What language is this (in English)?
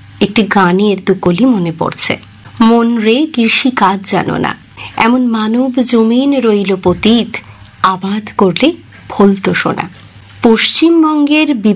Bangla